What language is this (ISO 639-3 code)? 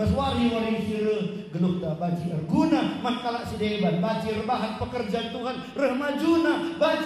btx